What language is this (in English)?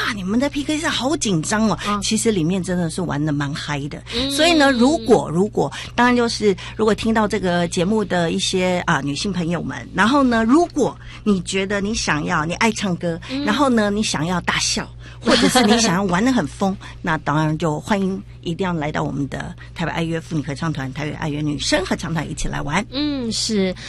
Chinese